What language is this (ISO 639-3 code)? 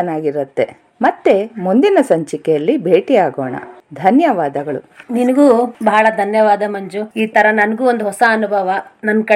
kan